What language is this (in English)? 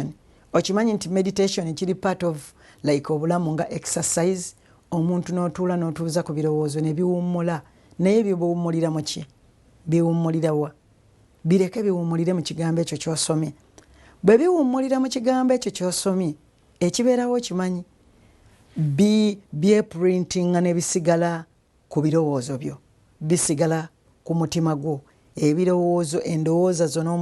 Ganda